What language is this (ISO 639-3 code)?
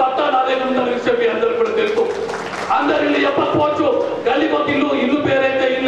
tel